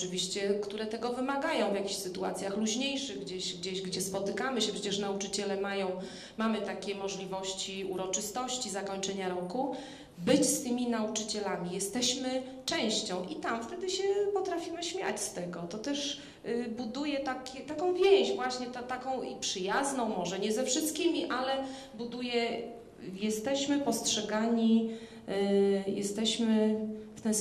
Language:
Polish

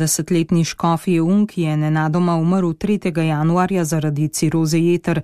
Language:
Slovenian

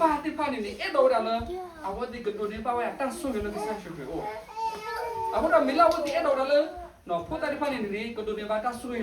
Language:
S'gaw Karen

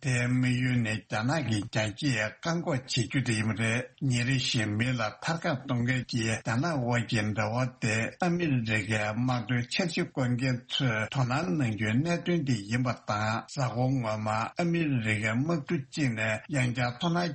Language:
Tibetan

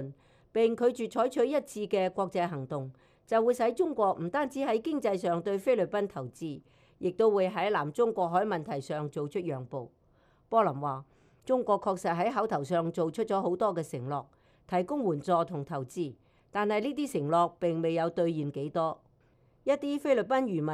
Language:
Cantonese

